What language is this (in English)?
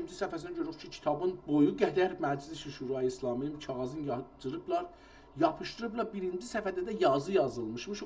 South Azerbaijani